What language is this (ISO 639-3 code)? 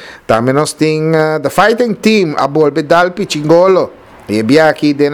pap